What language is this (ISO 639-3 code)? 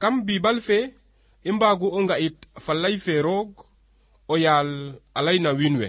srr